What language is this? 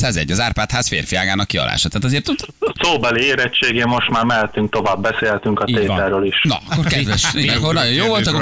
Hungarian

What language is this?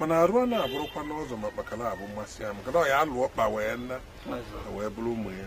Igbo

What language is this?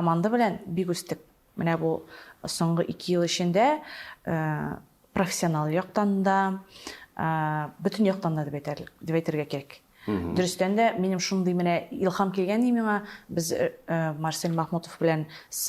Tatar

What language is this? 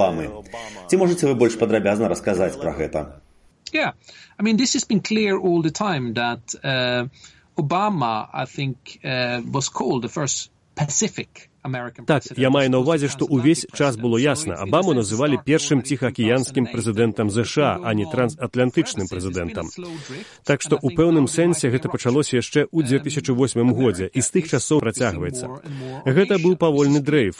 Belarusian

